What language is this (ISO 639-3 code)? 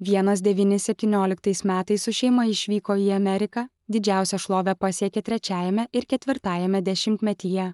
lit